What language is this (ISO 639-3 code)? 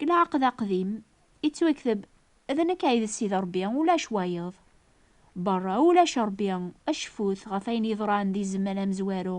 kab